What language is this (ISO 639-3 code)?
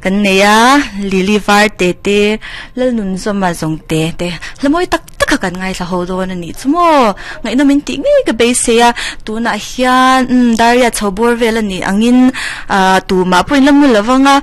lus